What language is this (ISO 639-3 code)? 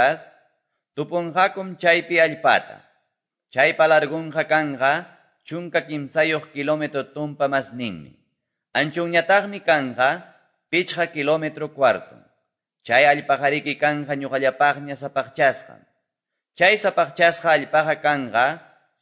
que